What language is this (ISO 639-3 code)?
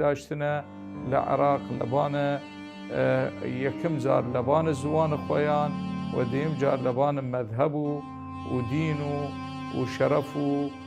sdh